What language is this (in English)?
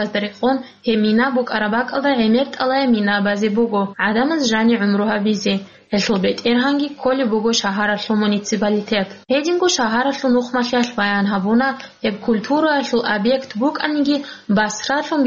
Avaric